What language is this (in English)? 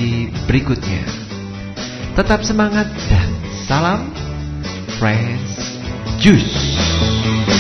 Indonesian